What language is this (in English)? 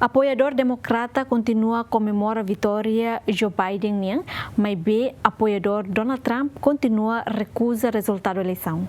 Tetum